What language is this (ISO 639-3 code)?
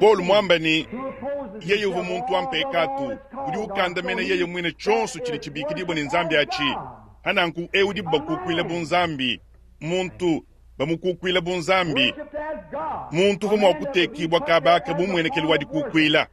lua